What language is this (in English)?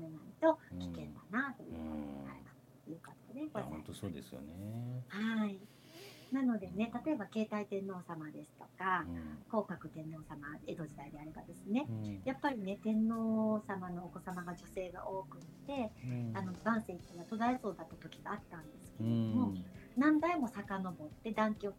Japanese